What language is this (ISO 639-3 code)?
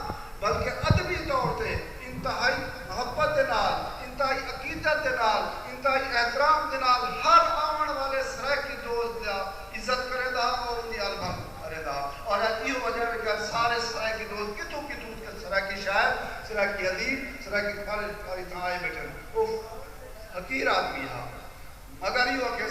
skr